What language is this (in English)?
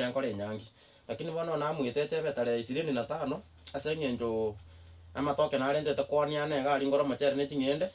Gusii